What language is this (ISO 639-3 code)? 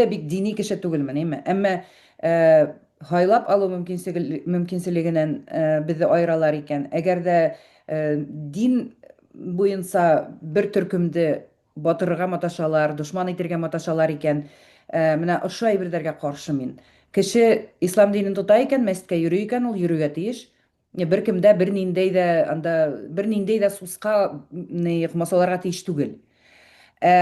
bak